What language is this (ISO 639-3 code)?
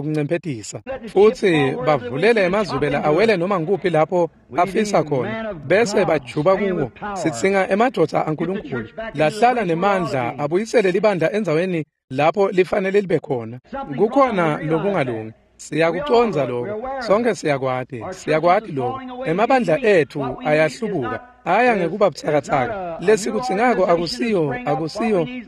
ssw